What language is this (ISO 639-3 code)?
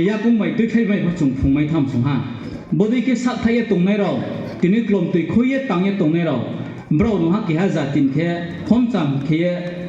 ria